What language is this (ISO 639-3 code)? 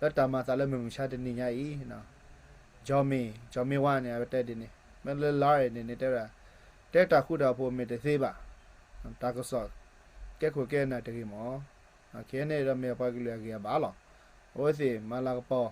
ksw